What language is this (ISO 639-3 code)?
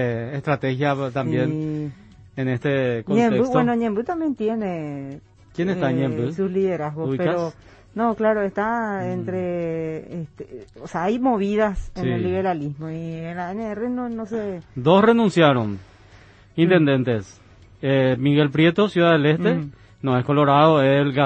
spa